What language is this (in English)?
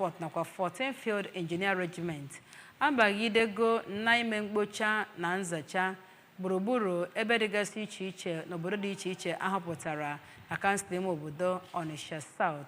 Igbo